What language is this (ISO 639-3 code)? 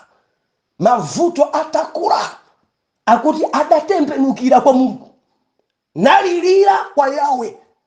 nya